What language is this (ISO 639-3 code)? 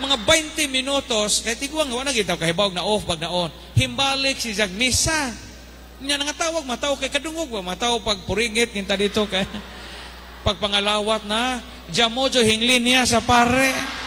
ceb